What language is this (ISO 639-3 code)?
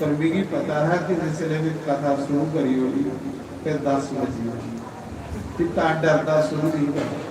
doi